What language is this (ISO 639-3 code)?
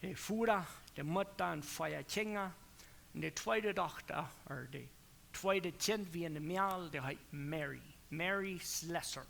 pdt